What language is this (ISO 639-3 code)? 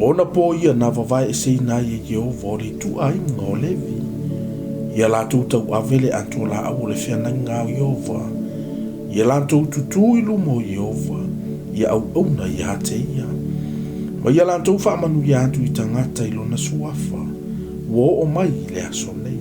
smo